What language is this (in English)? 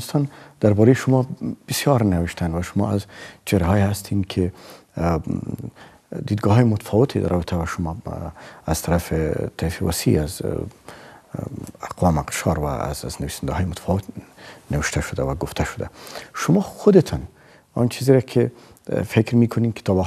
Persian